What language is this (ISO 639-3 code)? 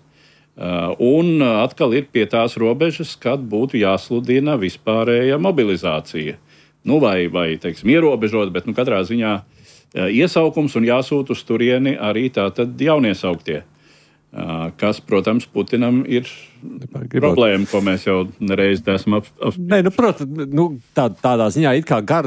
lav